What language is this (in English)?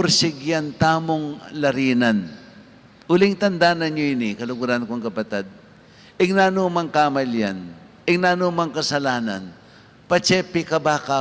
Pampanga